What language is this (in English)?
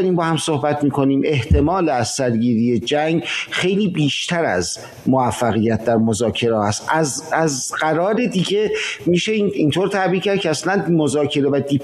Persian